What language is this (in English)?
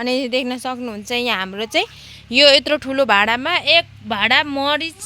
Nepali